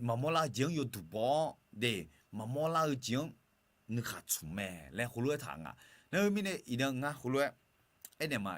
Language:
Akha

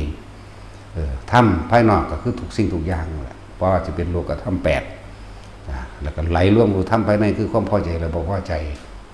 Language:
Northeastern Thai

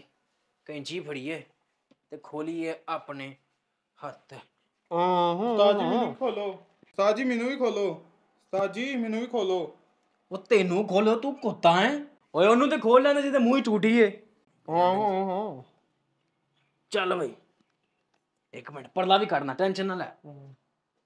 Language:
Punjabi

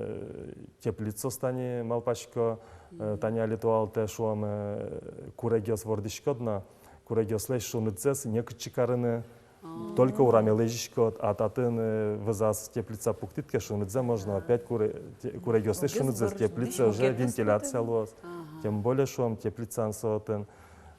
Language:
Udmurt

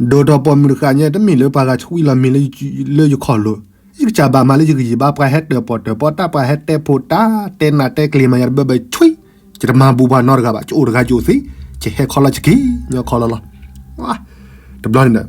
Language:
S'gaw Karen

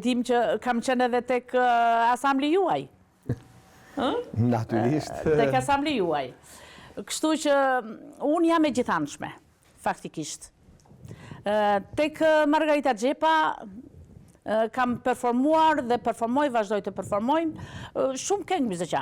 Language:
Albanian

